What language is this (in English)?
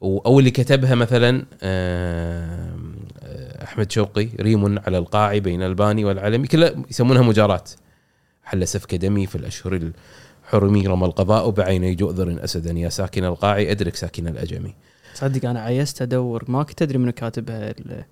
Gulf Arabic